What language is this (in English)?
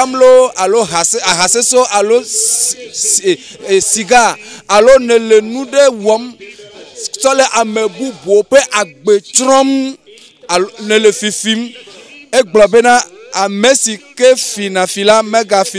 Ewe